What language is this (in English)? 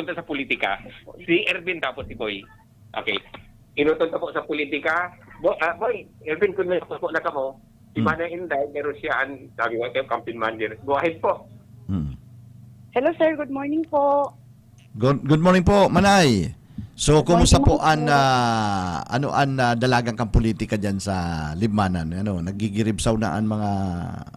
Bikol